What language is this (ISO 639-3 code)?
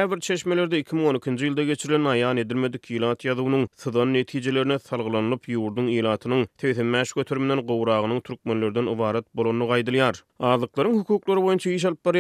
tuk